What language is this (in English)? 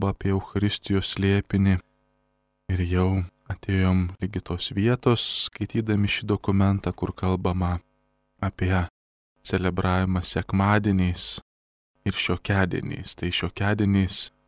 Lithuanian